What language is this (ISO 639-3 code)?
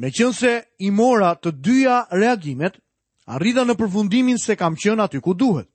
sqi